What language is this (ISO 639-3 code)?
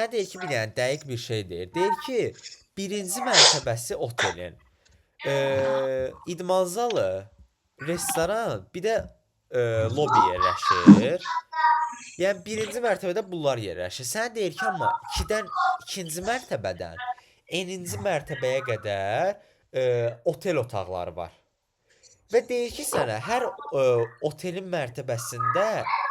aze